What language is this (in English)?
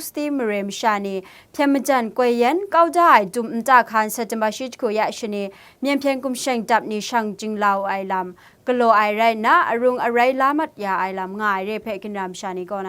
Kachin